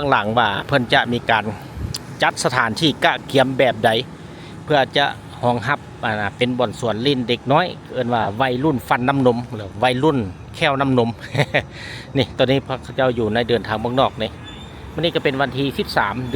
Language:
Lao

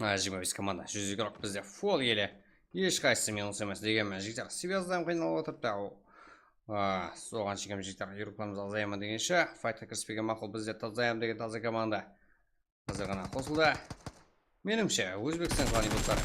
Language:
Kara-Kalpak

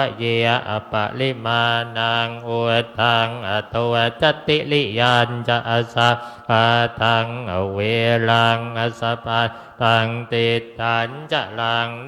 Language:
Pali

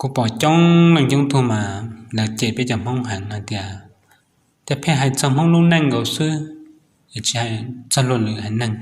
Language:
Hmong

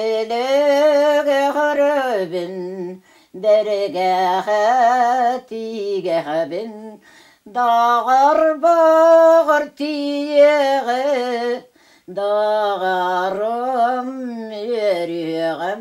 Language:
Yakut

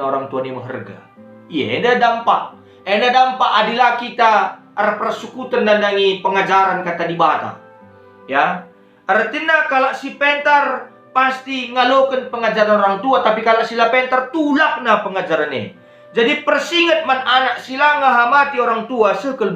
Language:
Batak Karo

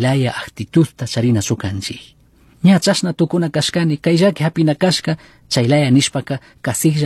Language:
Chimborazo Highland Quichua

